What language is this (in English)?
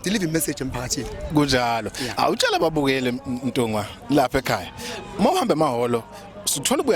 Zulu